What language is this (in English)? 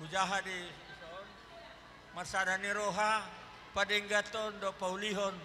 Batak Toba